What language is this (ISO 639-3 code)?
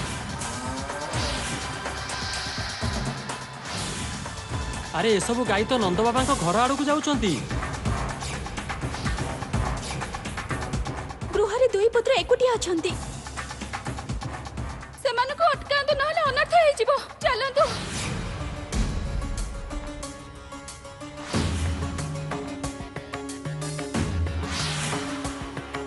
ori